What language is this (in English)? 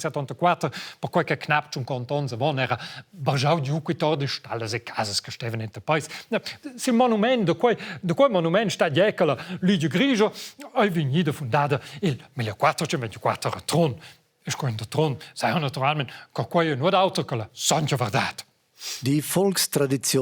Romansh